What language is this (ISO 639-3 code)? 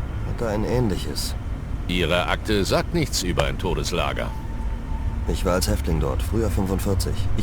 bar